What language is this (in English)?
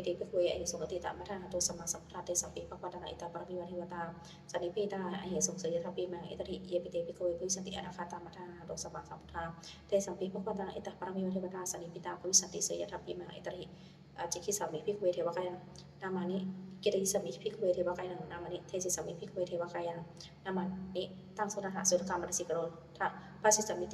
Pali